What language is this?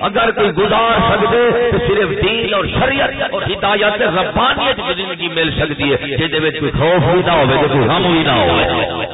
Saraiki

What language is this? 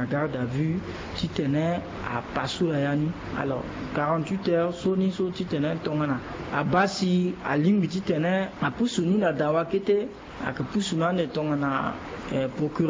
Sango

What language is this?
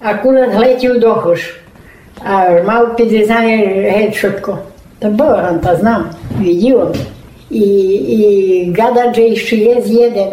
Rusyn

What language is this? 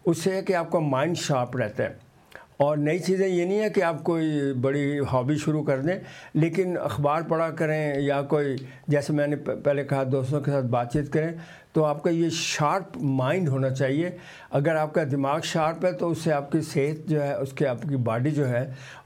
Urdu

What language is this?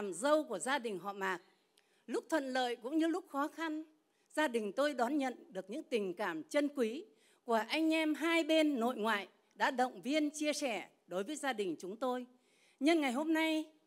Vietnamese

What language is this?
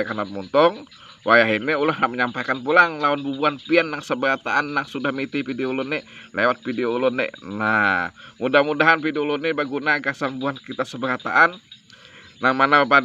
Banjar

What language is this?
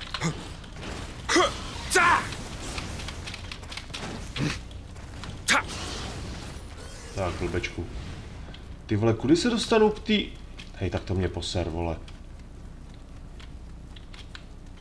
Czech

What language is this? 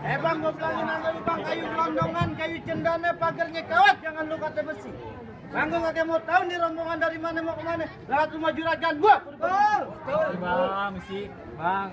Betawi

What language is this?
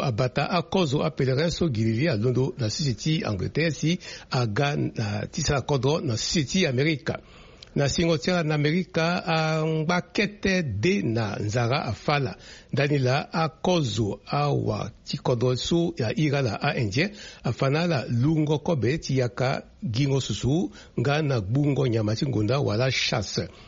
Sango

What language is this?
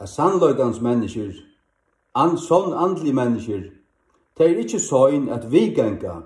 Faroese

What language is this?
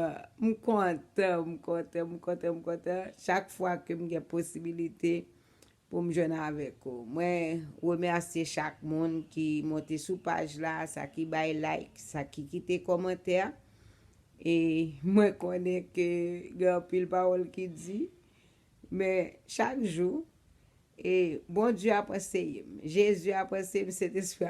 Haitian Creole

